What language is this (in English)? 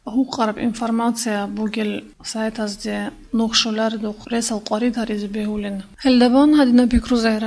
Avaric